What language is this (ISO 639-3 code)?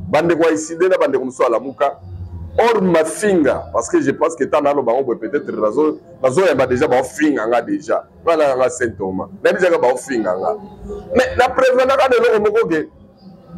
lin